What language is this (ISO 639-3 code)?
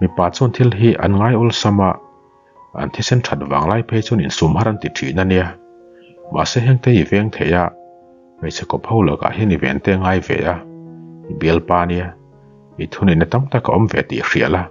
lus